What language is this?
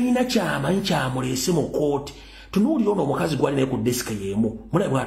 Ganda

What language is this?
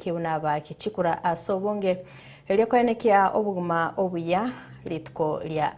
Gusii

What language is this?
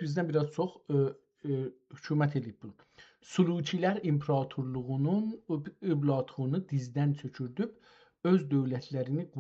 South Azerbaijani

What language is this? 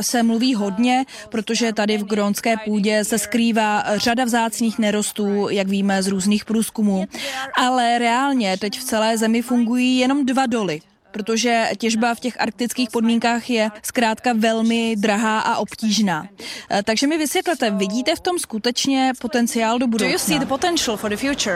Czech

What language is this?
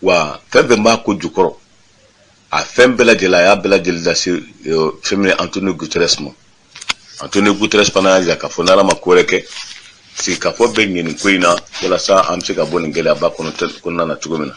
Bambara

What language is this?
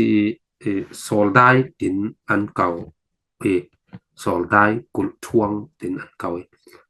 Falam Chin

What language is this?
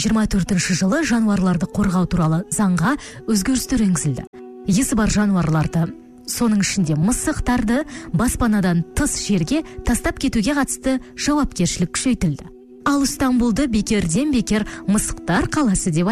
Kazakh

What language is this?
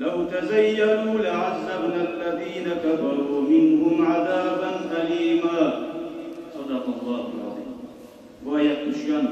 Kumyk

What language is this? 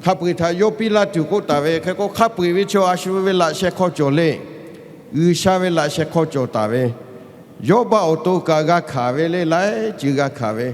Lahu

